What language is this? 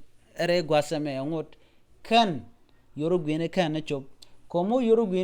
Nuer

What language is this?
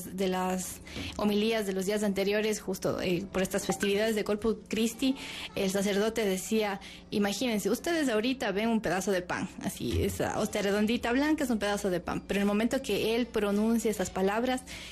Spanish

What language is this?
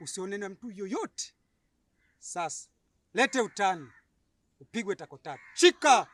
Swahili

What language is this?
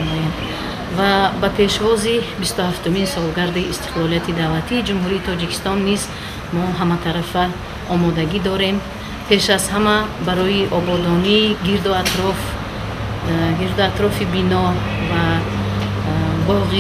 Tajik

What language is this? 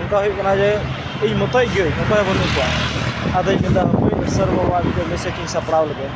Santali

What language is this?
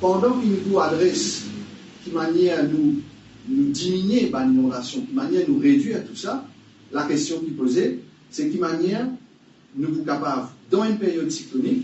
Morisyen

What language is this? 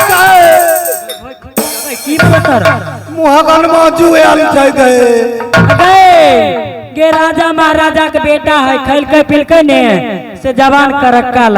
Maithili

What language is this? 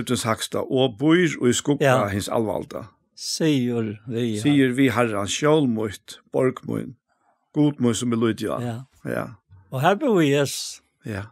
Faroese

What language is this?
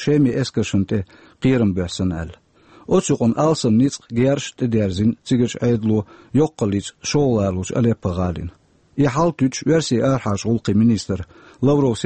Chechen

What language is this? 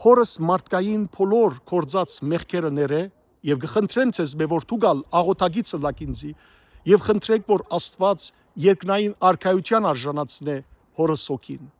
Western Armenian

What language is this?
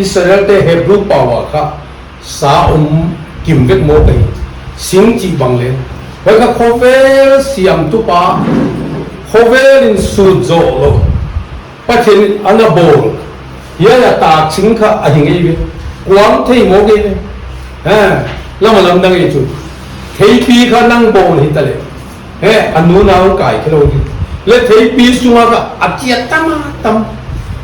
Paite Chin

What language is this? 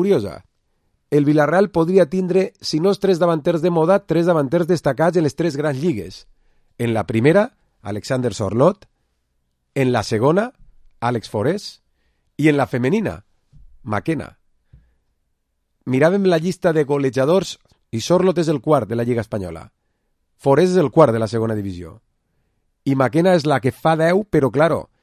Catalan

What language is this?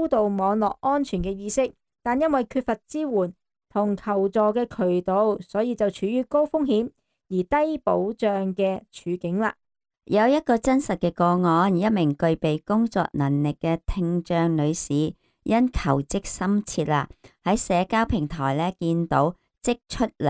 Cantonese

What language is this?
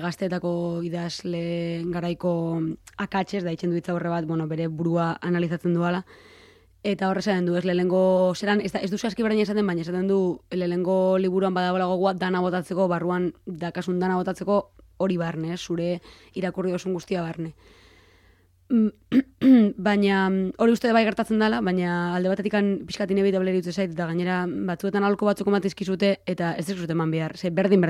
Basque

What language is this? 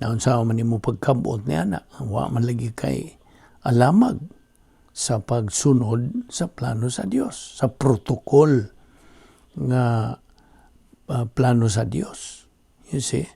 Cebuano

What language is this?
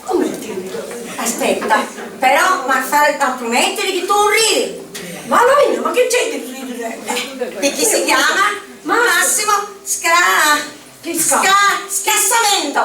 Sicilian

